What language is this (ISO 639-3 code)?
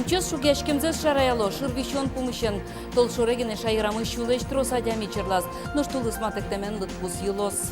udm